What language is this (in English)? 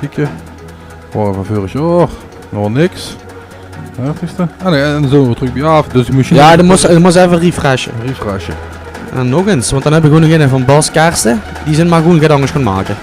Limburgish